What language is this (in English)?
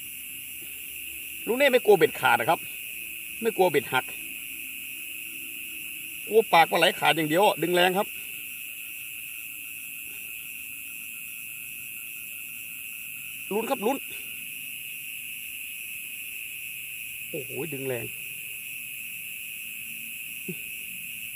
Thai